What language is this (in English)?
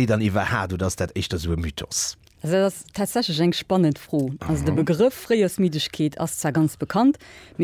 Luxembourgish